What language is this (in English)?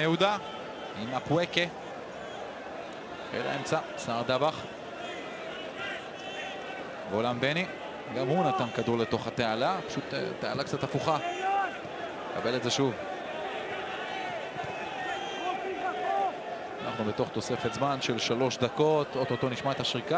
Hebrew